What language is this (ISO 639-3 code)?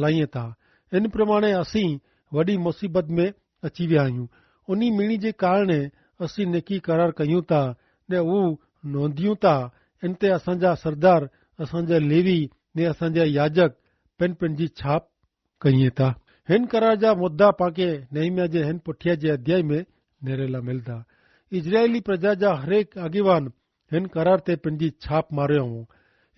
kfr